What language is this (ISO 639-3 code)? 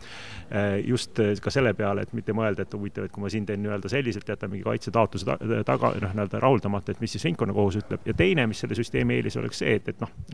est